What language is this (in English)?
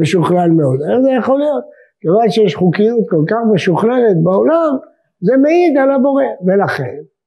Hebrew